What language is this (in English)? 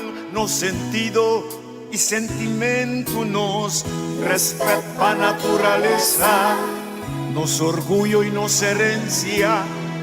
Papiamento